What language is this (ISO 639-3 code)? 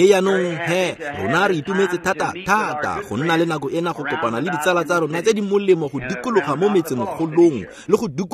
tsn